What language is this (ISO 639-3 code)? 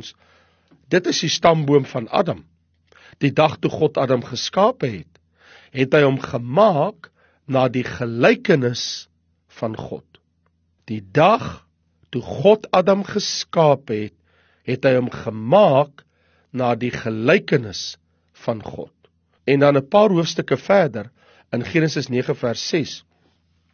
afr